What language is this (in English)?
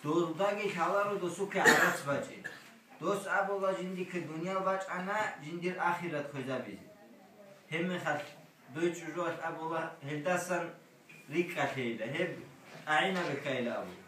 Avaric